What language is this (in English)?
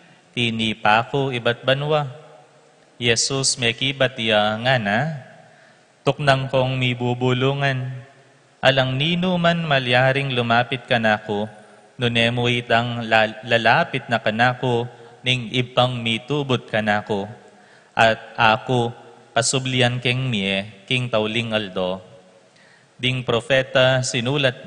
Pampanga